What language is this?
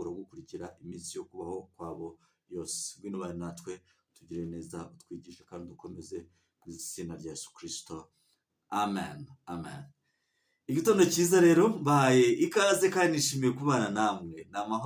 Kinyarwanda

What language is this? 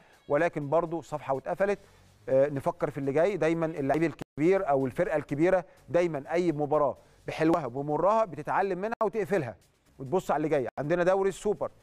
Egyptian Arabic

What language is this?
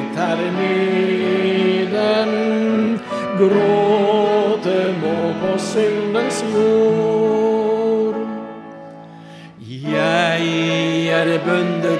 Norwegian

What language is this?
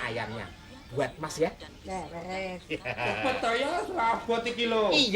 Betawi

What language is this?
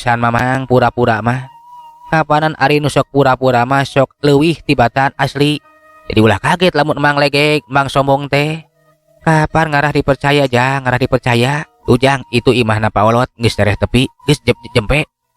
Sundanese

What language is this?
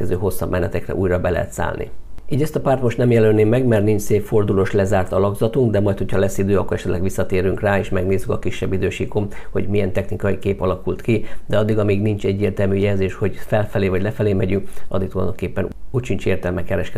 Hungarian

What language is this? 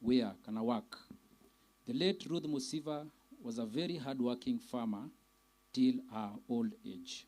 Kamba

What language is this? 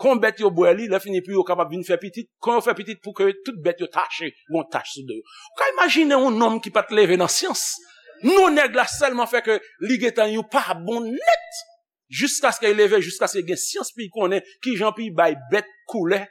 Haitian Creole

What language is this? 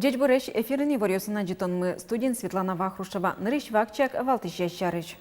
Udmurt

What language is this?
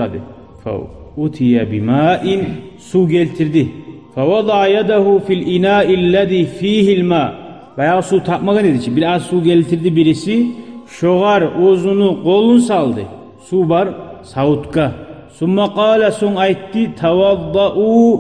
Kumyk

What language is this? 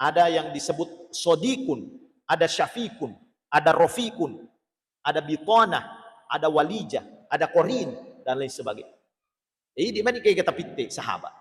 Buginese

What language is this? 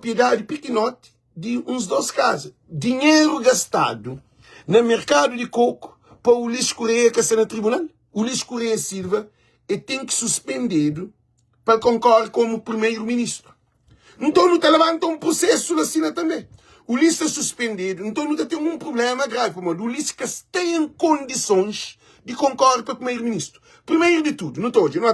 Kabuverdianu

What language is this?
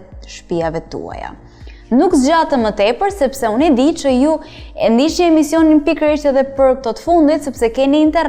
Albanian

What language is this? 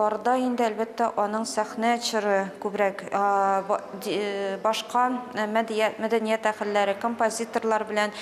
Tatar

